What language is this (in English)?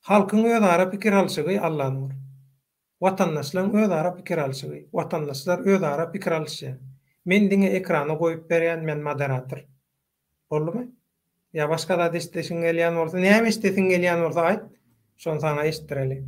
Turkmen